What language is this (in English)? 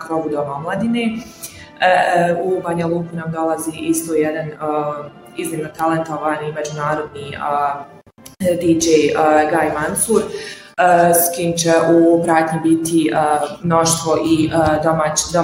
Bosnian